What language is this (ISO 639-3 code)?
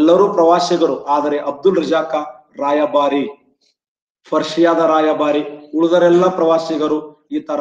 kan